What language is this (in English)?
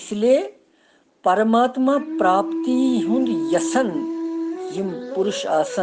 Kashmiri